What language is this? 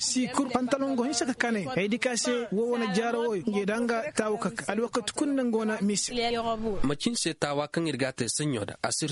Koyraboro Senni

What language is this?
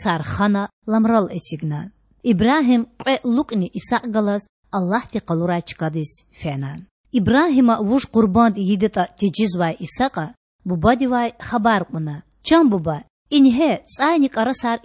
Lezghian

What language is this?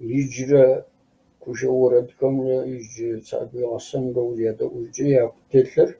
Kabardian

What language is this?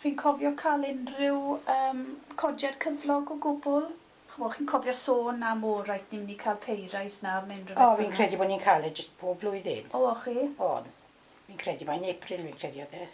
Welsh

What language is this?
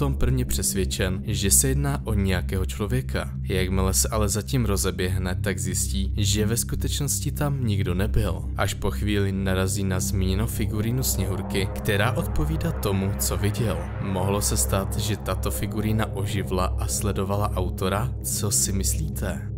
Czech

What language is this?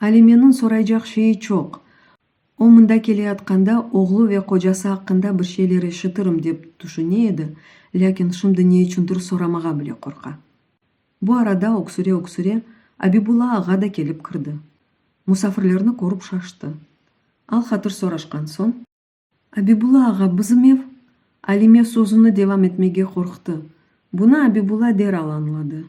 Crimean Tatar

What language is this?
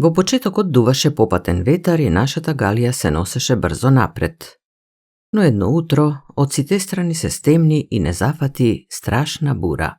Macedonian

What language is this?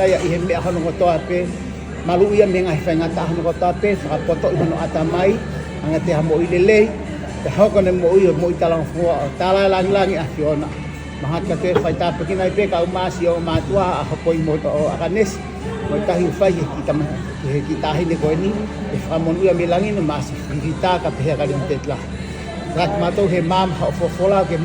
Tongan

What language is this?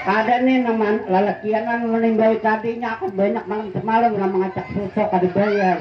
Banjar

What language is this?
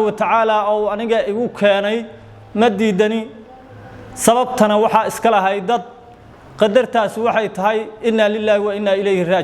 Somali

